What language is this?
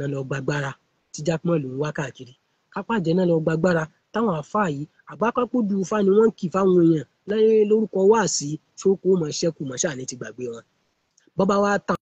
Yoruba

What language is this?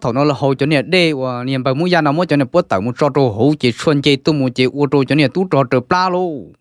Hmong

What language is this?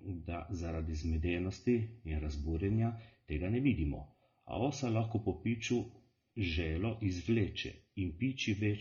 Slovenian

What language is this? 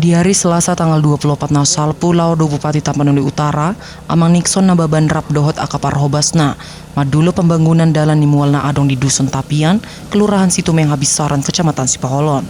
Batak Toba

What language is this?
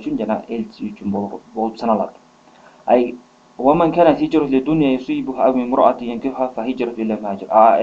Kyrgyz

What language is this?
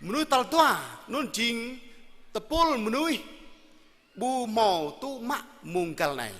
Jarai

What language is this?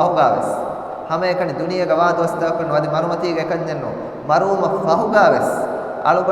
Divehi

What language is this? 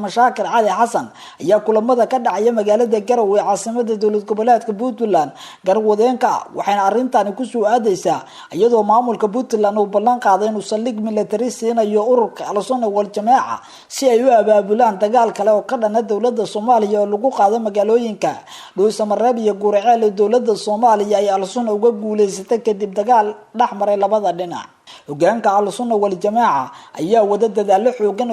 Somali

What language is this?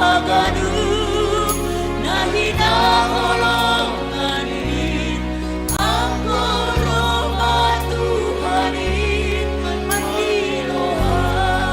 Batak Simalungun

